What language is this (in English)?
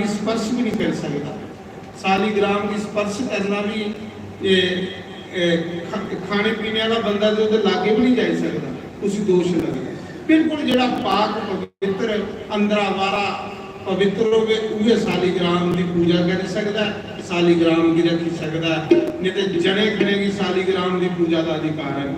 Dogri